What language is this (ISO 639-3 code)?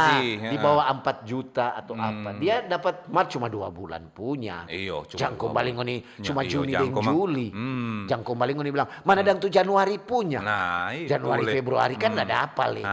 xmm